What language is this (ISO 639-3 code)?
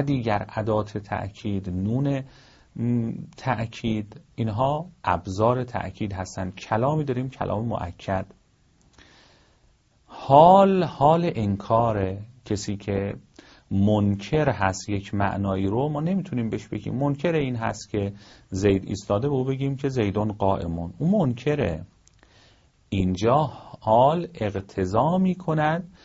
fas